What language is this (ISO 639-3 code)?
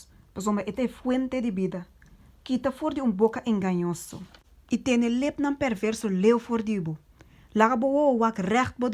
pap